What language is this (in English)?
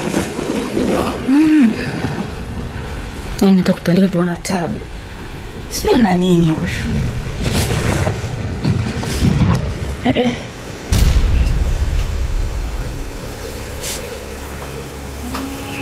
Swahili